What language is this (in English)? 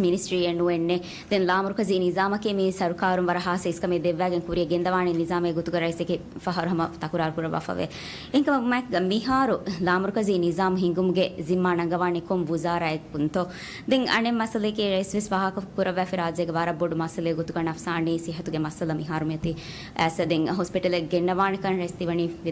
Divehi